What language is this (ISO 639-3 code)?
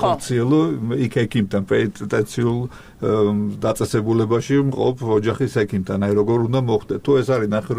kat